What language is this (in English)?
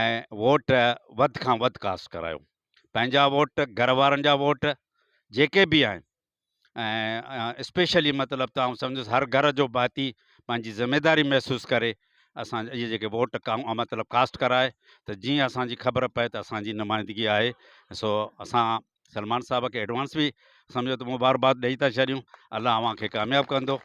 Sindhi